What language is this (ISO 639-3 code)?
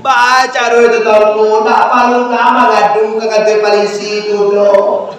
min